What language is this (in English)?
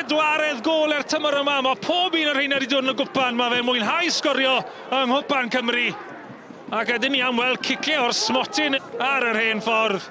Welsh